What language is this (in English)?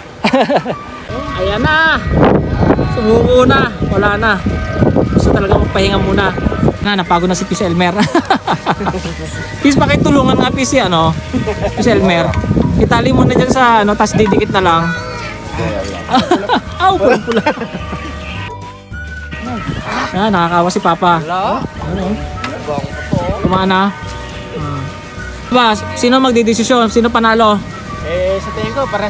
Filipino